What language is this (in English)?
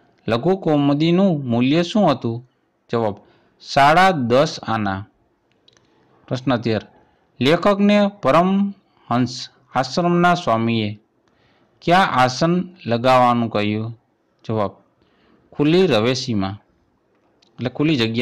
Gujarati